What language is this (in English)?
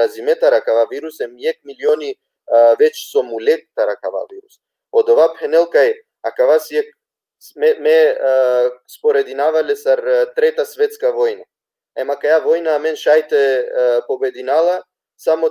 Balkan Romani